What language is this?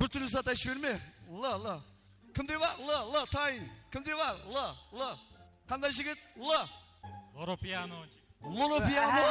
Kara-Kalpak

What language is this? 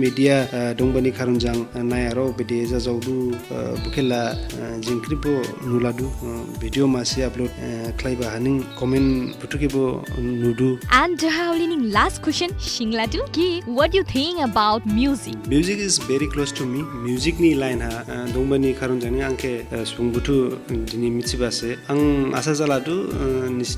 Dimasa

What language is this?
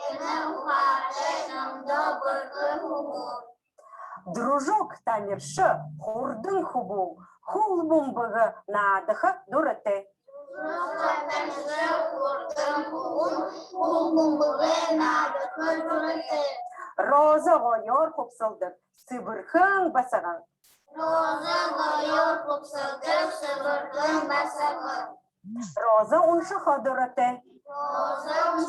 Buriat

